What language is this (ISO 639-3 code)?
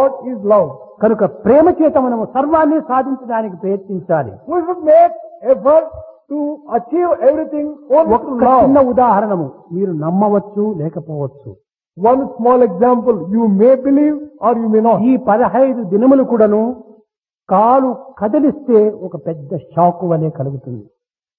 tel